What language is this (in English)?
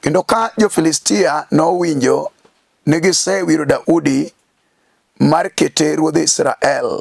Luo (Kenya and Tanzania)